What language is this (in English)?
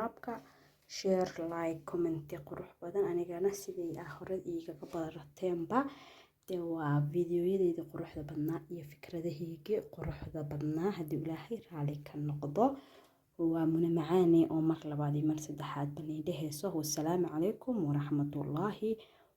Somali